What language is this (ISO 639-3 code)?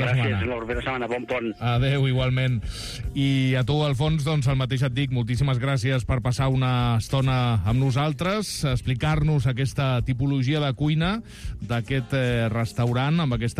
cat